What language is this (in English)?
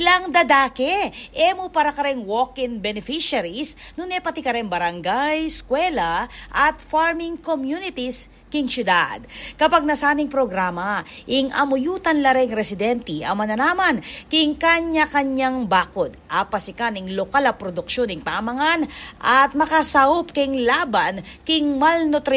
Pampanga